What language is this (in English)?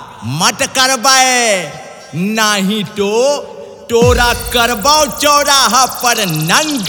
Bhojpuri